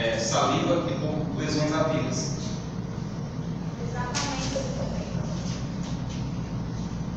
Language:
Portuguese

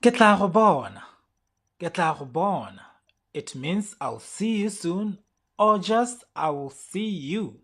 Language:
Tswana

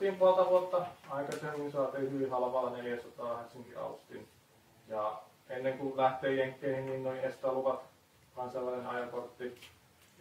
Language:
Finnish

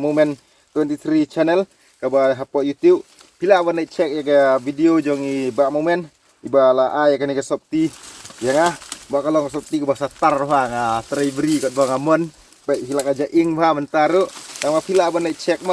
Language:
Khasi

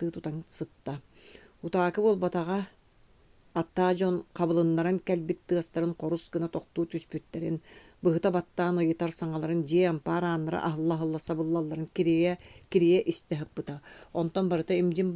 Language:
Yakut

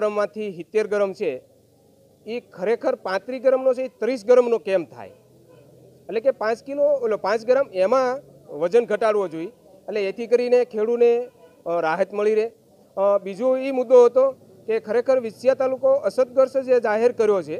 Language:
Gujarati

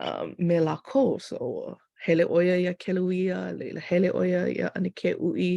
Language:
Hawaiian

